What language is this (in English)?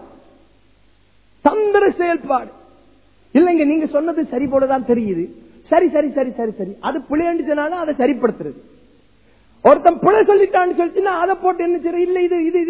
Tamil